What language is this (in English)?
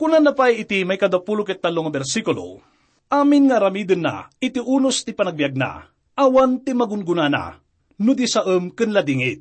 Iloko